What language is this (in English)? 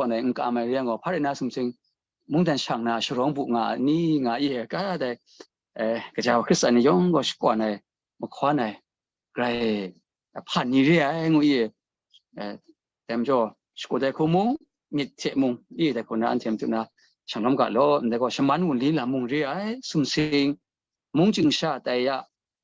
Kachin